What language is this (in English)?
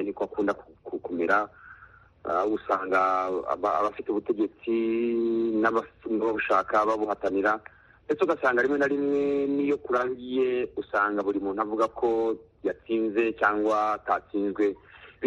Kinyarwanda